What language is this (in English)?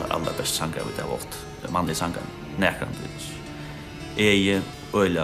Faroese